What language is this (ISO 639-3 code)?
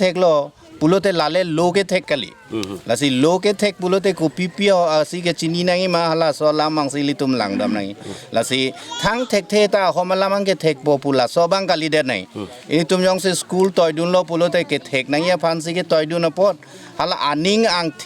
mjw